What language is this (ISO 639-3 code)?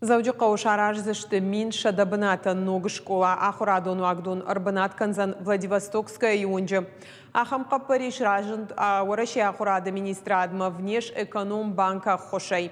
oss